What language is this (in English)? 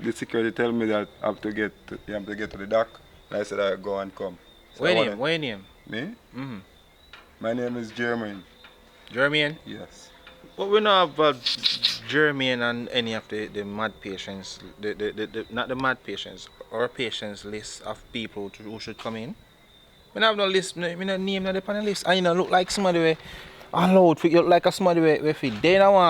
Jamaican Creole English